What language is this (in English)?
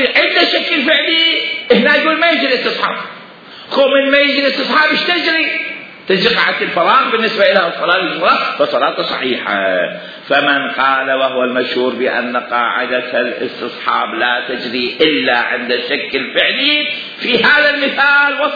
Mesopotamian Arabic